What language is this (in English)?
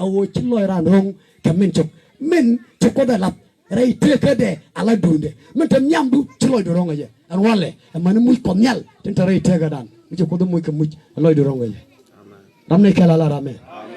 Nuer